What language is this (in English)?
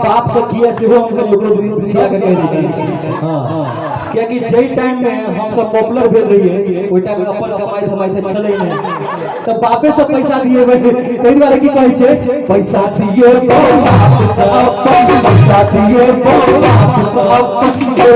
Maithili